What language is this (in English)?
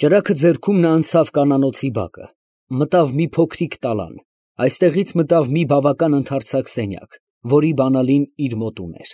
Armenian